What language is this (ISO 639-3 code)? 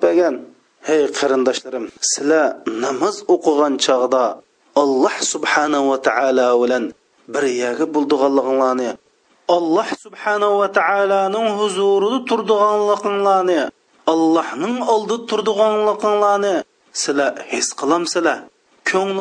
uig